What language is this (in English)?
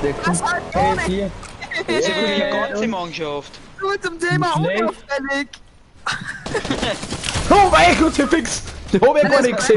Bavarian